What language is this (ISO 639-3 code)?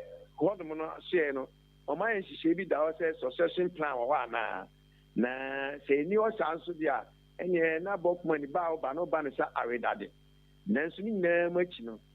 aka